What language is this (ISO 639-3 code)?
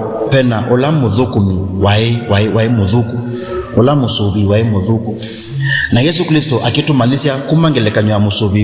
kam